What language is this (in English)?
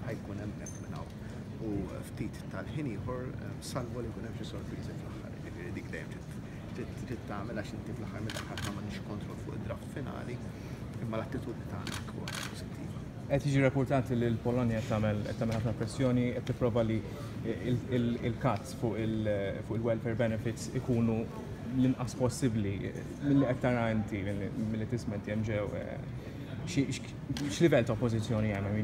Maltese